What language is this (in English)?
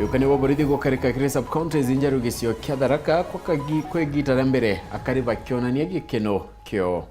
Meru